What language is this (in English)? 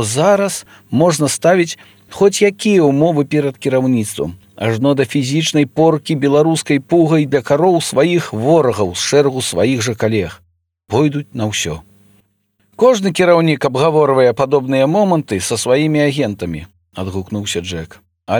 Belarusian